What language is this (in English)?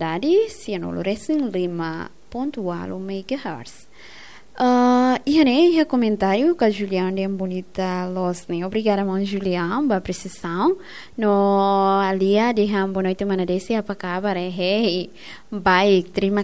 Tetum